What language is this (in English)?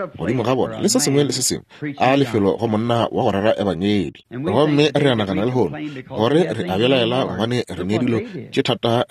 Northern Sotho